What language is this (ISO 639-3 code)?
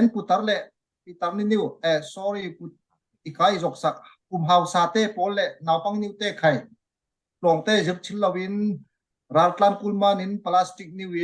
cfm